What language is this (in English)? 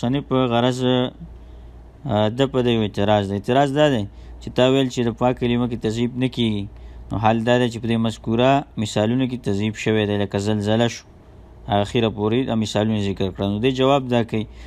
Pashto